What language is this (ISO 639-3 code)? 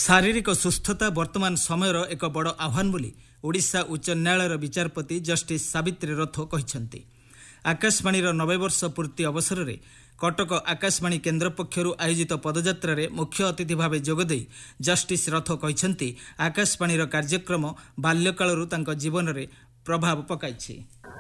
ori